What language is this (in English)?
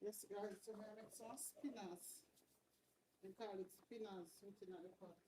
Jamaican Creole English